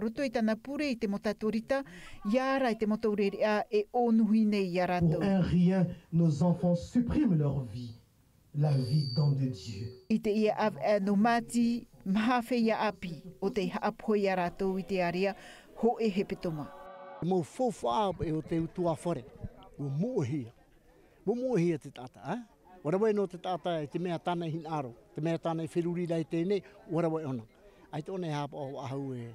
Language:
Tahitian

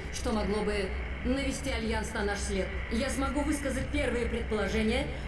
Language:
Russian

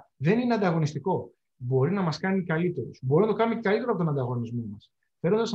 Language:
Greek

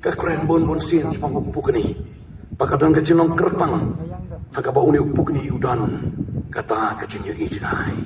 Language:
Khasi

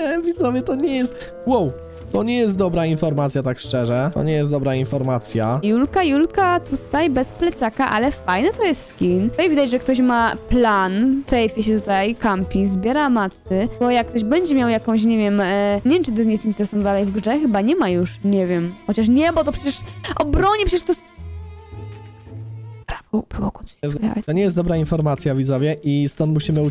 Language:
Polish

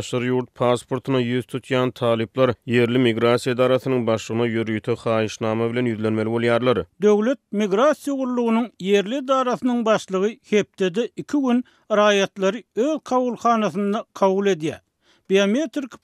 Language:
Turkmen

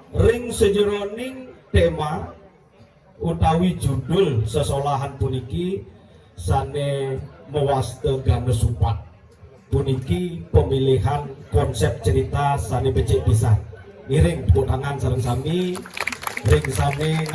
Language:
Balinese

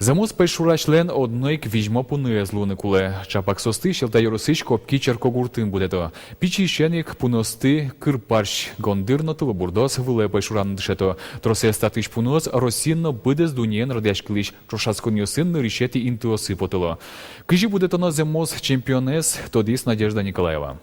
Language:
Udmurt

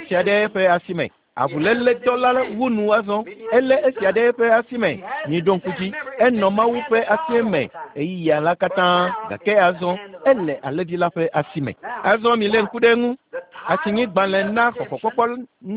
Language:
Ewe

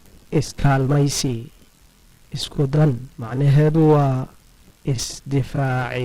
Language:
Somali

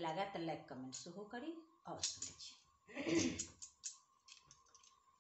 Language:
Maithili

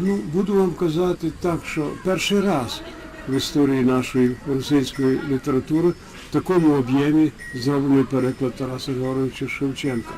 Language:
Rusyn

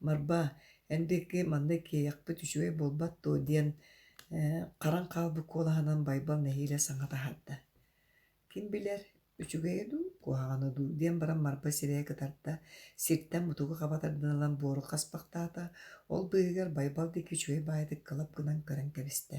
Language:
Yakut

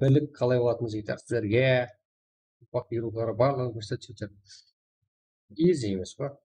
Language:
Kara-Kalpak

